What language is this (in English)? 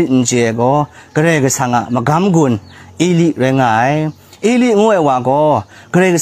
Kachin